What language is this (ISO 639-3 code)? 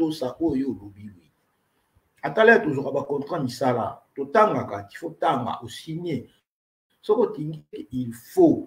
lin